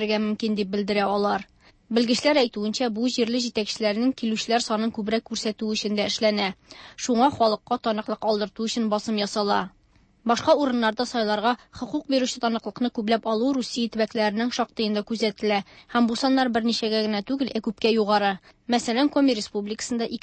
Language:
Tatar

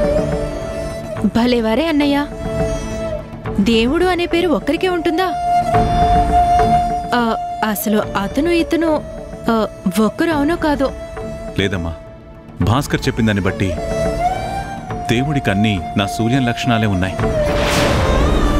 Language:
Telugu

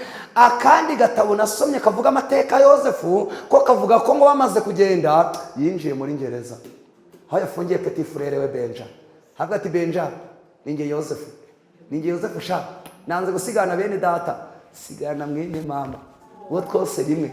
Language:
Kinyarwanda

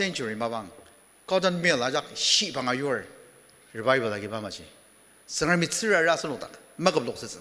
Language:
Ao Naga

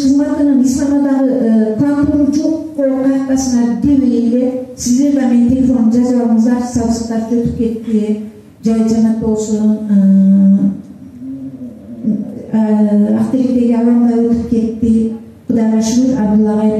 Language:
Kyrgyz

